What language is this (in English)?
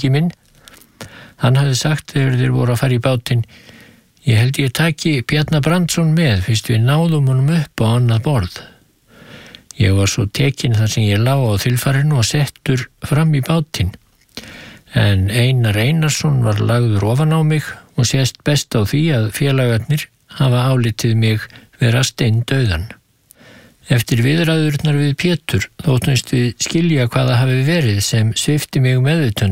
Icelandic